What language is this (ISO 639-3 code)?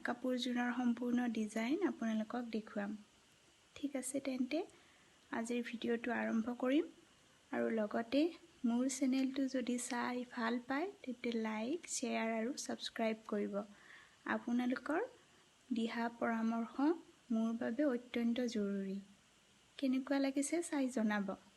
asm